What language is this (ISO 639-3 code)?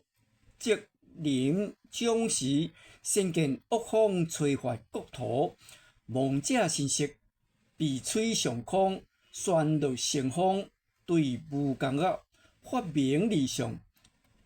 nan